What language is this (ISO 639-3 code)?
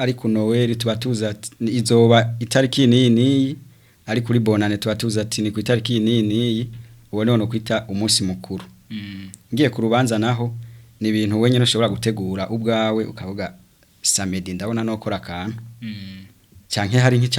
run